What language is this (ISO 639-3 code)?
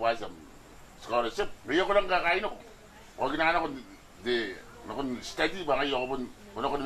gil